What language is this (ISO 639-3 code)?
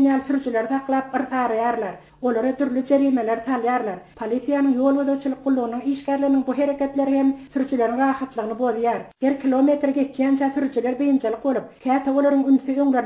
tuk